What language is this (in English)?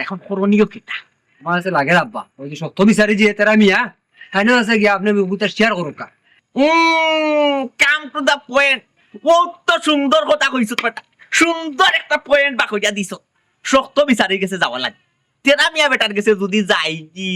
Sylheti